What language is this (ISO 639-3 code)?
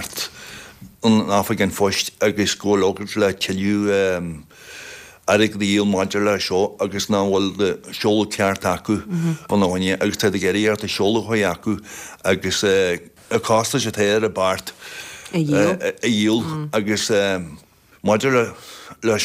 gle